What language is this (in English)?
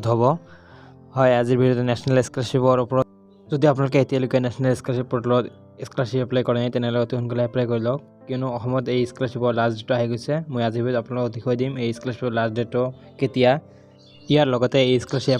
Assamese